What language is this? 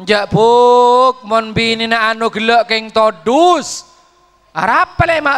Madurese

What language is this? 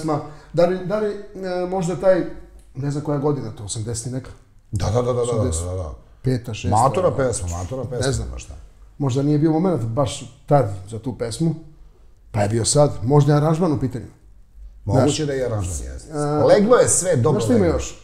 Serbian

